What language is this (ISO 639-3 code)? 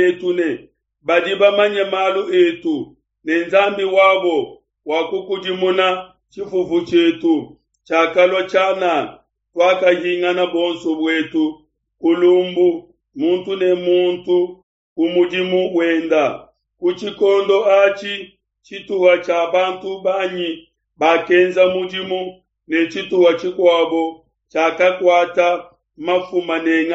lua